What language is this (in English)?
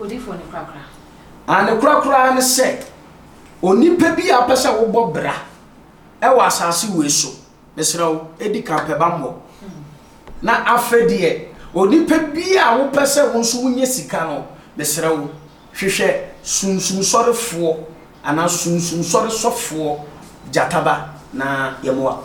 Akan